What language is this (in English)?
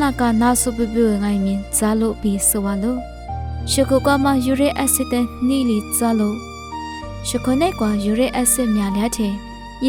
Lisu